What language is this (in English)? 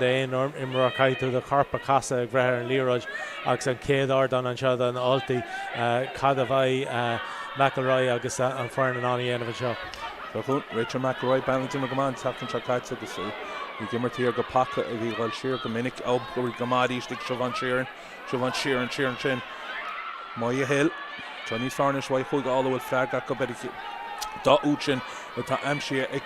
Irish